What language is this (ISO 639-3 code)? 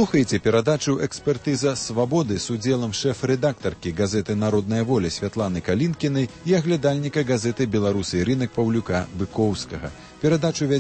bel